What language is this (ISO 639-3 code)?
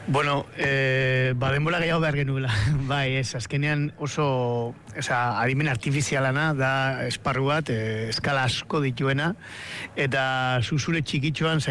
eus